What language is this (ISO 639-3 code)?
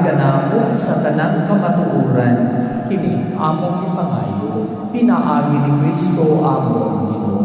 ceb